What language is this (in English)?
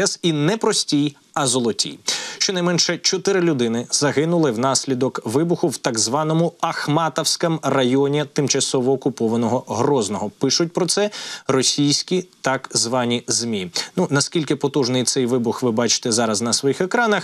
Ukrainian